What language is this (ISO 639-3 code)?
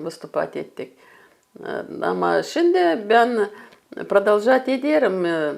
gag